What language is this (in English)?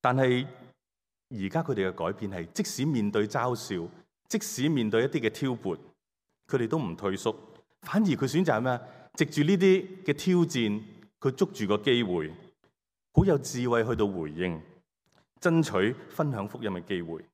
Cantonese